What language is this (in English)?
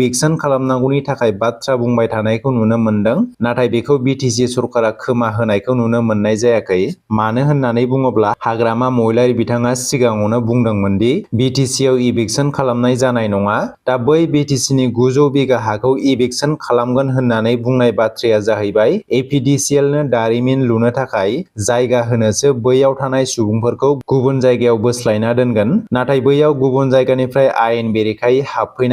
Bodo